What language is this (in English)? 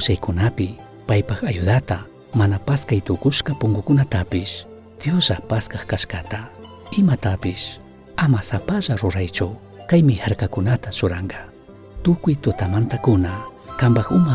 Chimborazo Highland Quichua